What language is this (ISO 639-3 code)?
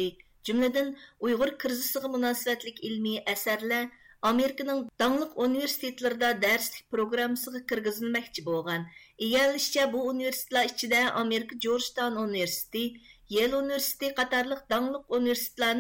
uig